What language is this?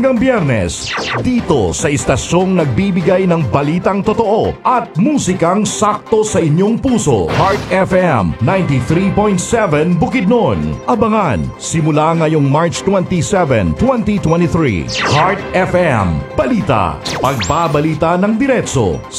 Filipino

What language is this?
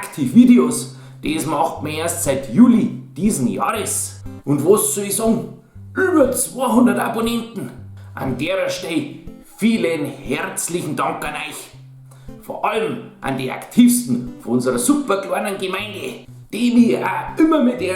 Bavarian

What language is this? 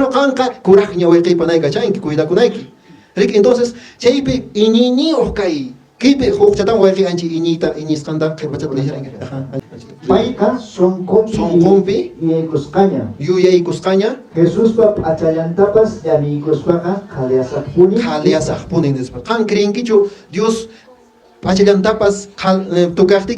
Quechua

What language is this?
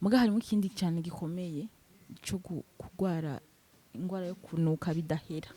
Rundi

